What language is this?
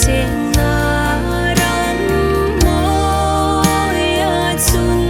Hmar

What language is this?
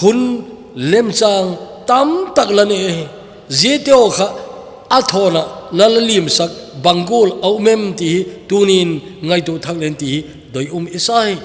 Thado Chin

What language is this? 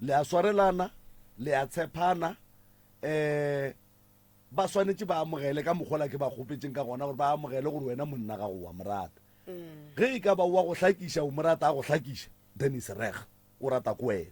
Northern Sotho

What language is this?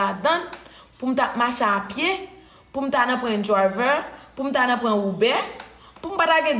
Haitian Creole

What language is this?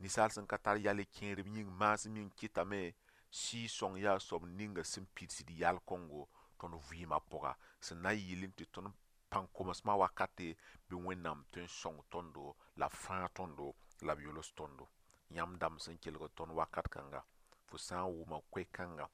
Mossi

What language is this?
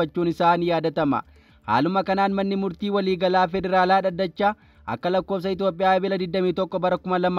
Oromo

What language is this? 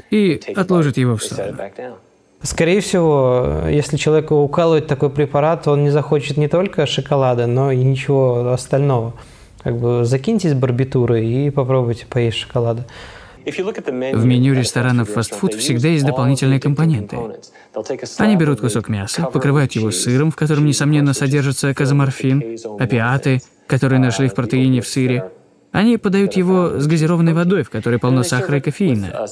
Russian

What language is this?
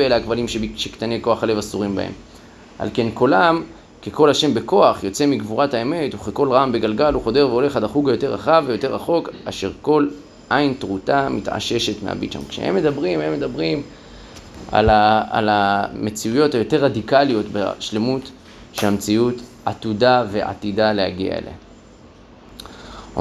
Hebrew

